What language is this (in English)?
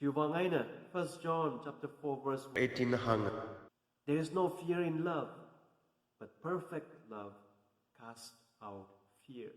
Tangkhul Naga (India)